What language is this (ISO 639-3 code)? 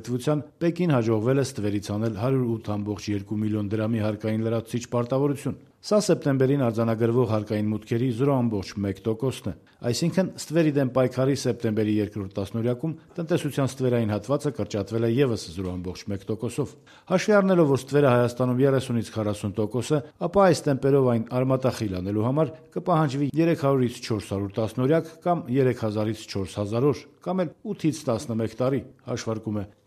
hye